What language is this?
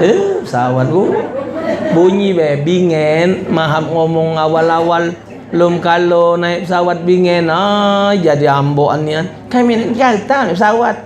Musi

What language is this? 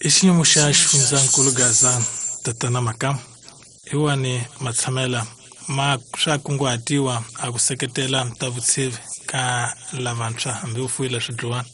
Tsonga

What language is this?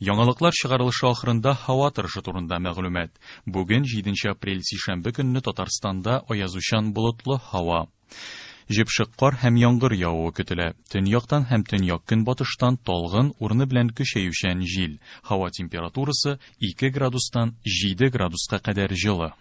Tatar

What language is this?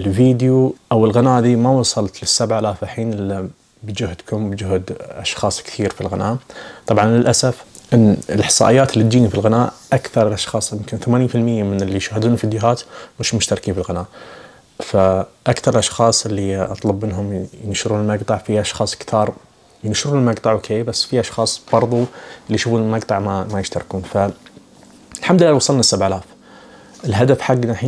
Najdi Arabic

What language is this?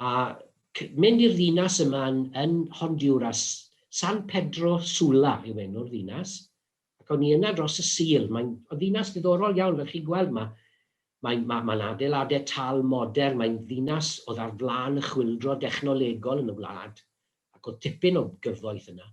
Welsh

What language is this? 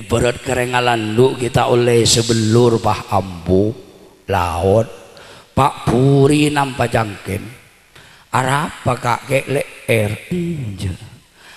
Madurese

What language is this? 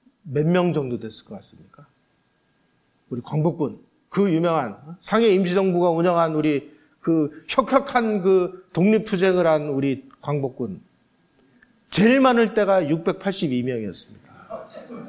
Korean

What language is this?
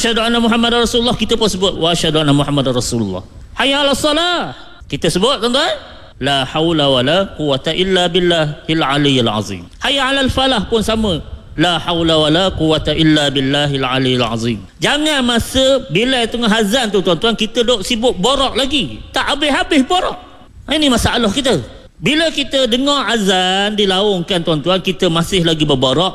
Malay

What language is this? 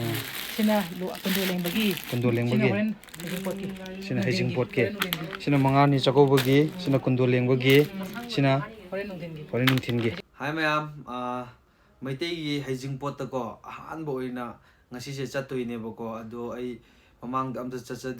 Manipuri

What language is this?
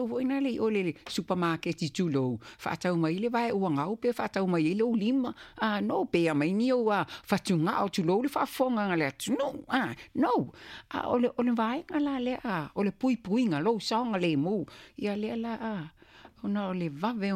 Samoan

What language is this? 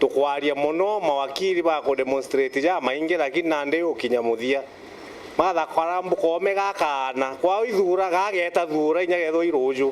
Meru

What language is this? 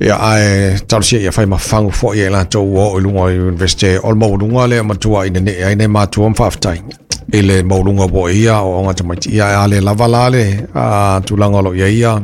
Samoan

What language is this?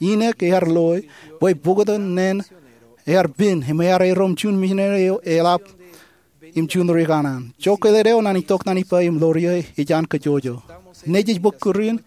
Marshallese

